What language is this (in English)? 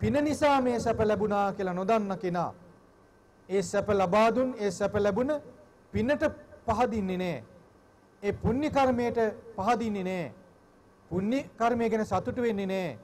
Sinhala